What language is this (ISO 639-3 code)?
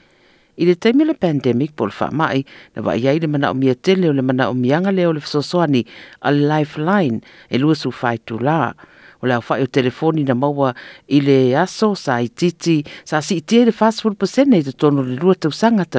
smo